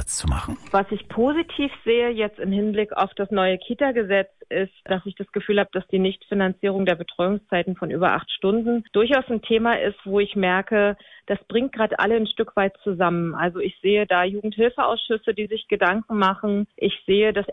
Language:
German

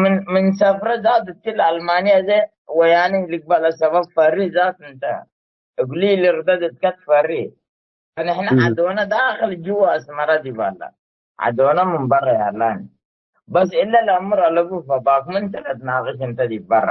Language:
Tigre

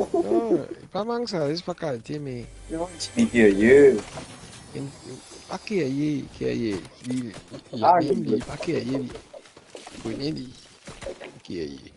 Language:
Morisyen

